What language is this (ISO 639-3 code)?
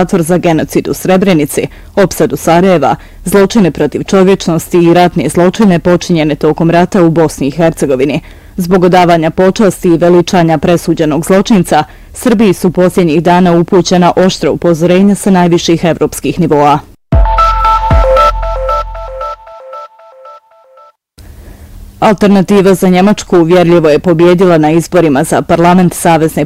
bos